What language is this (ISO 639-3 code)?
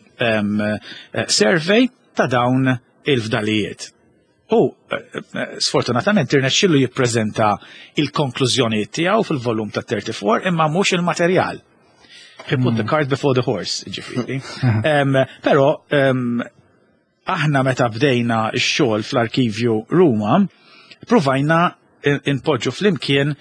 mlt